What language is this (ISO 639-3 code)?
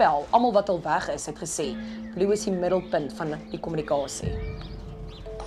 afr